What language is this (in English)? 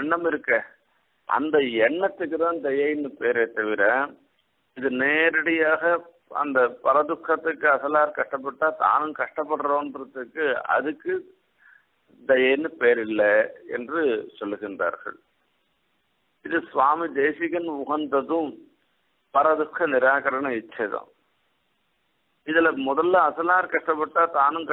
Tamil